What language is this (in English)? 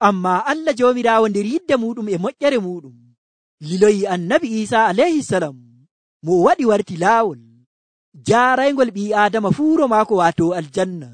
Nigerian Fulfulde